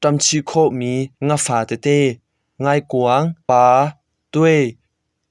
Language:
Hakha Chin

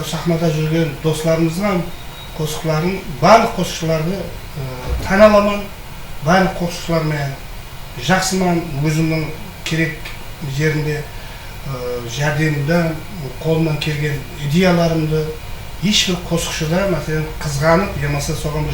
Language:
Kara-Kalpak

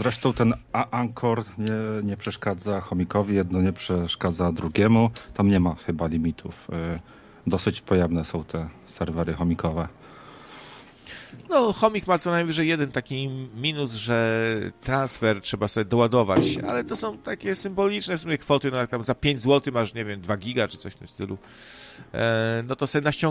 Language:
Polish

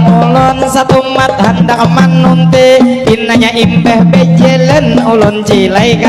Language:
Banjar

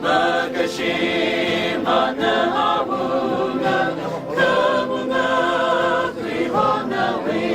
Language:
Tangkhul Naga (India)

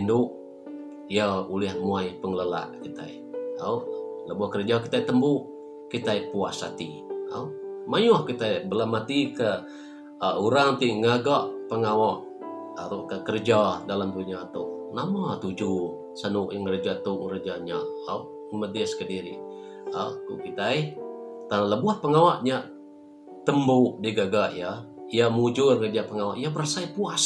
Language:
Iban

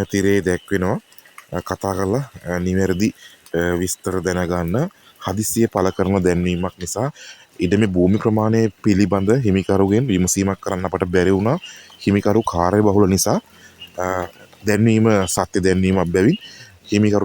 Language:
Sinhala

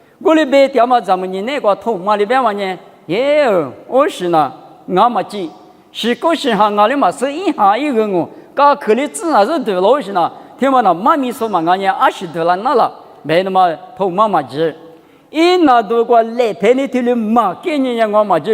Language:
Lisu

